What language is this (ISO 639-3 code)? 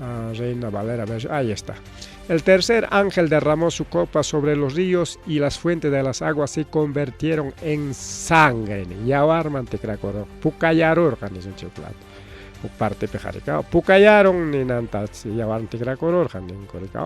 quy